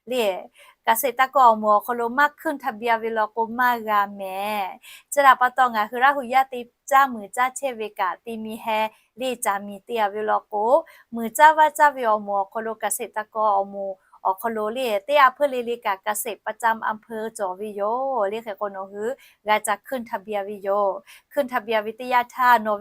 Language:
Lahu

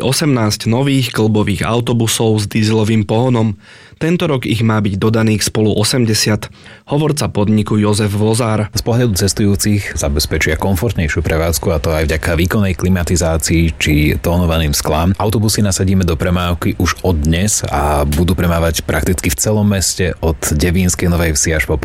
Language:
Slovak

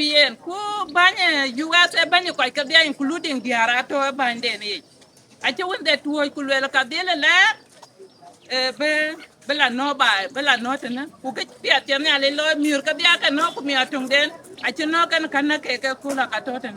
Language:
Dinka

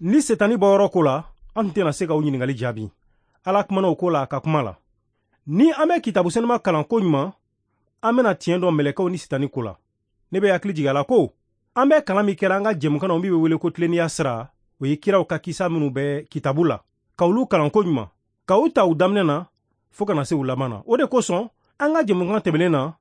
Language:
Bambara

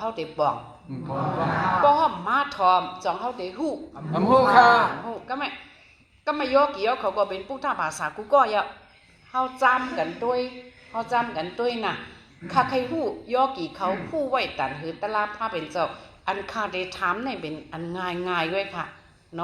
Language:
Shan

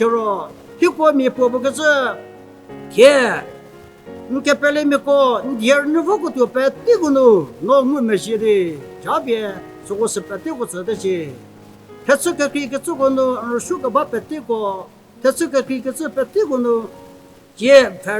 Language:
Angami Naga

